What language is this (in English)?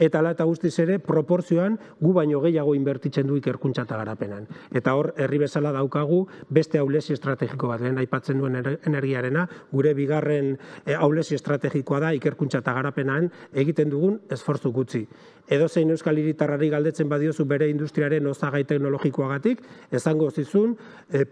Basque